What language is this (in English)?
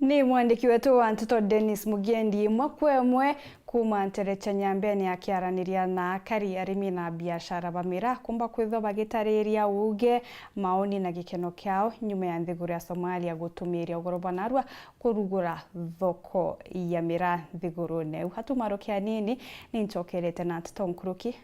Meru